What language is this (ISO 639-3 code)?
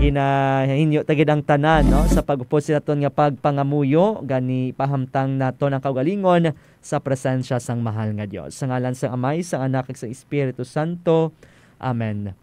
hil